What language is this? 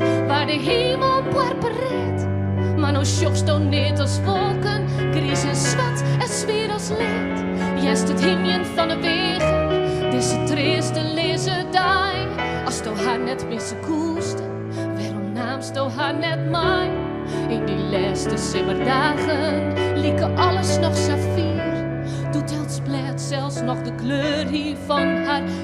Western Frisian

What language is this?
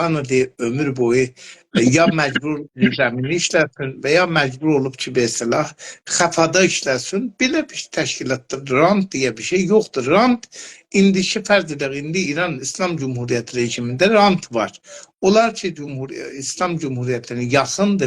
South Azerbaijani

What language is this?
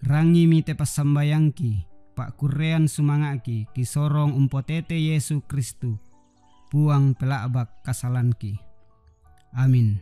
Toraja-Sa'dan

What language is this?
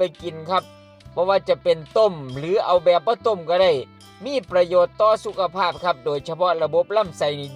Northeastern Thai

